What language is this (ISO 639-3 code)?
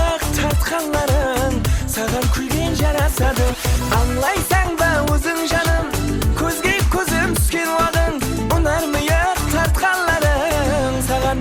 kaa